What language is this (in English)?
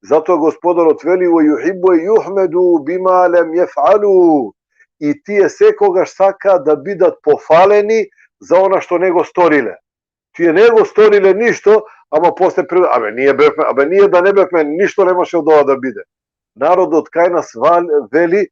Balkan Romani